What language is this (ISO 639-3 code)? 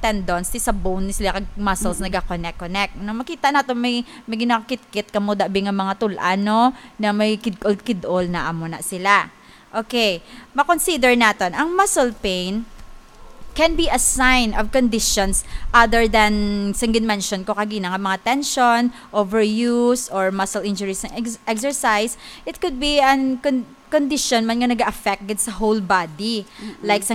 hil